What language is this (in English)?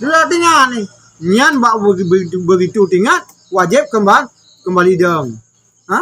Achinese